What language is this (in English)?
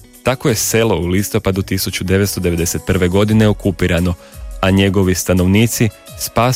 Croatian